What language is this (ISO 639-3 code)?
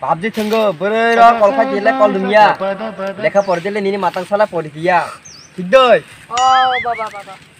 trp